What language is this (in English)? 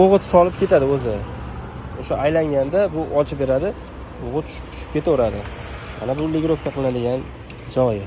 Uzbek